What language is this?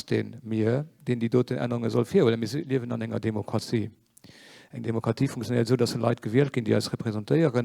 Luxembourgish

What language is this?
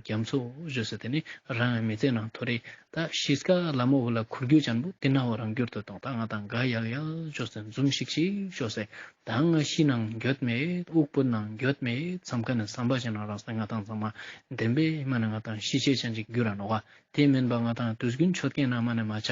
Ladakhi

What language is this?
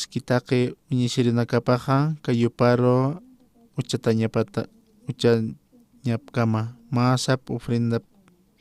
Aymara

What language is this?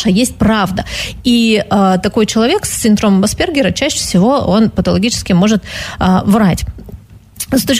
Russian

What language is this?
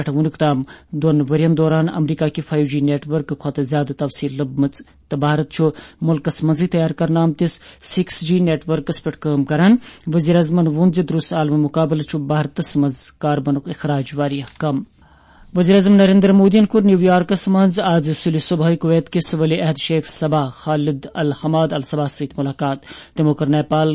Kashmiri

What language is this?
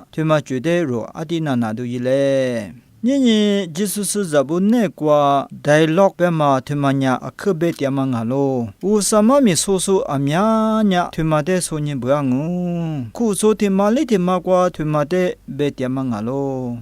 Lisu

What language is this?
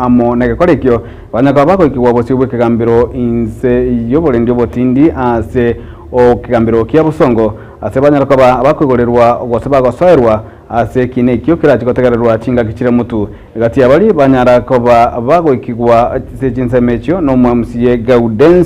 Gusii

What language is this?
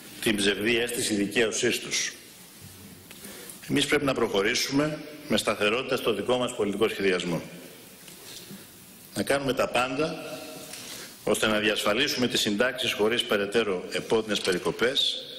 Greek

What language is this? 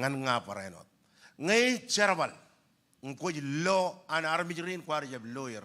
Marshallese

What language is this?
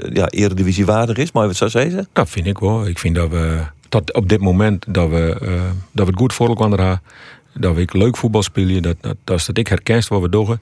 Western Frisian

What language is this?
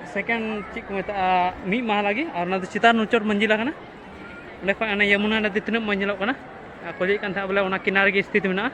Santali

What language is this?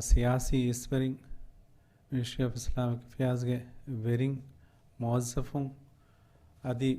Divehi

